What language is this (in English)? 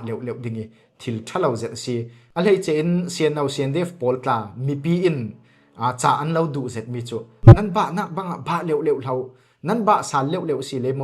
Falam Chin